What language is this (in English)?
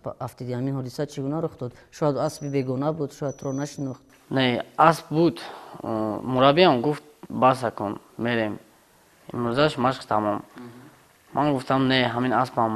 Tajik